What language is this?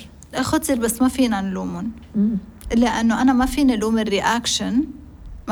North Levantine Arabic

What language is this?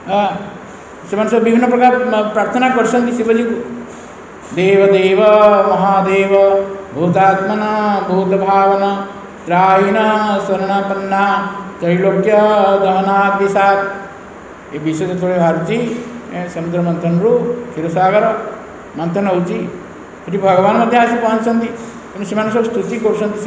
Odia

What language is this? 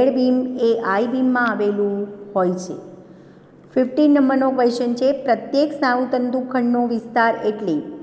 Gujarati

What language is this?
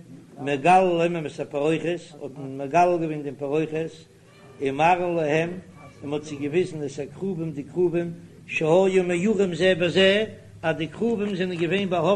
Yiddish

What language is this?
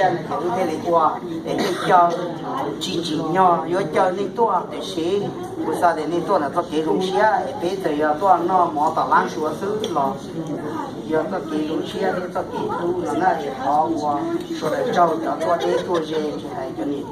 Hmong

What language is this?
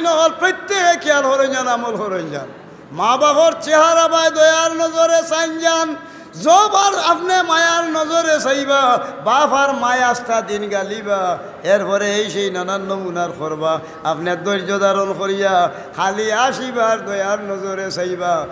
Sylheti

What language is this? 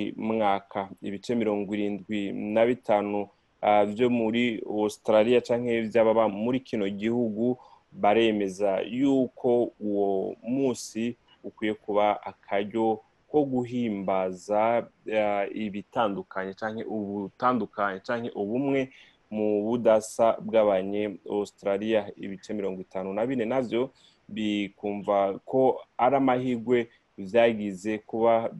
Rundi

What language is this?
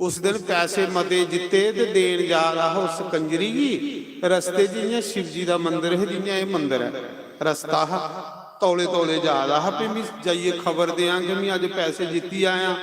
Dogri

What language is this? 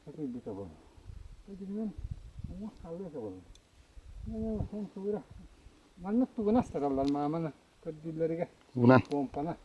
Yakut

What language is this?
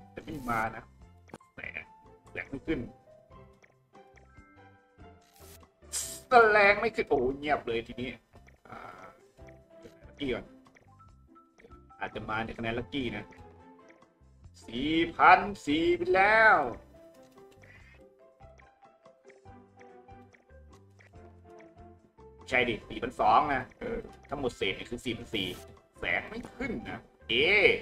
Thai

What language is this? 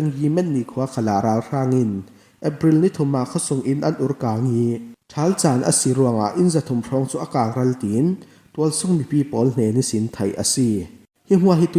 Falam Chin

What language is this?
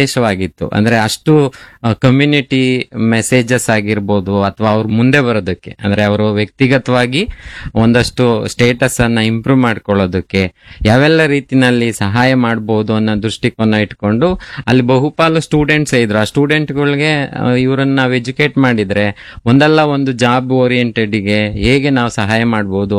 Kannada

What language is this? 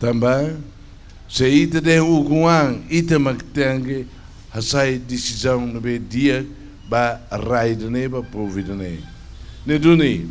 Tetum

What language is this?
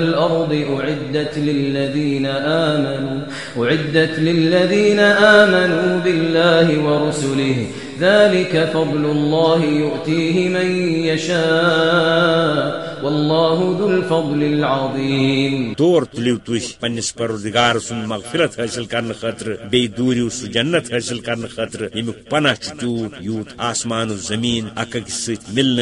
Kashmiri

